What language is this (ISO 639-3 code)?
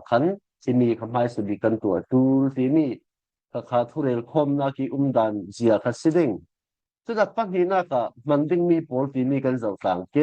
cfm